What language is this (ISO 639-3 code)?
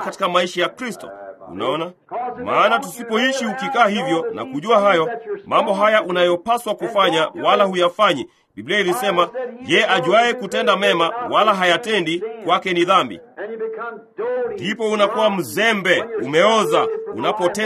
swa